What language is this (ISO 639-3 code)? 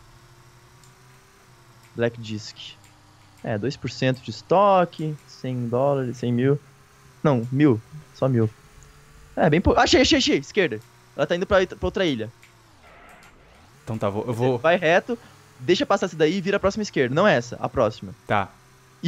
por